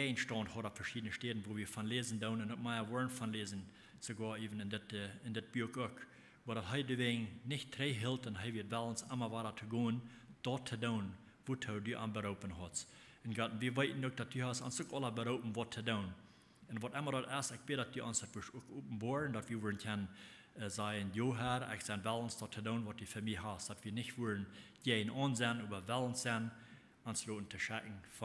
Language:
Plautdietsch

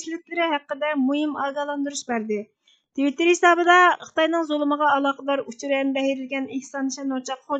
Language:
Uyghur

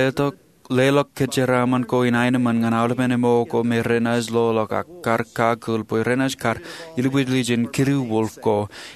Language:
Marshallese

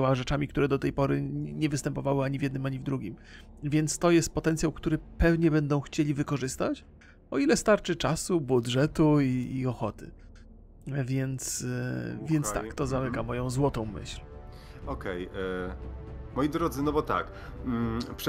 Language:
Polish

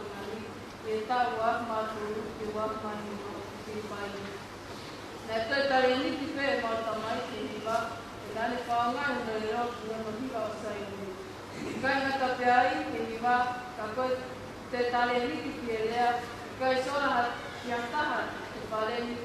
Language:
Tongan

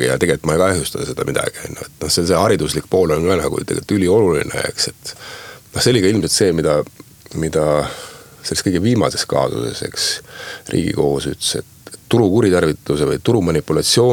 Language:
Estonian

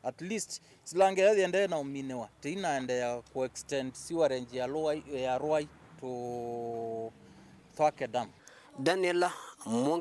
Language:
Kamba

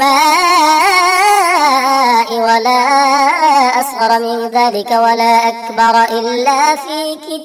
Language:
Arabic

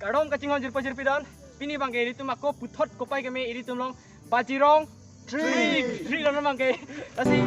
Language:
Karbi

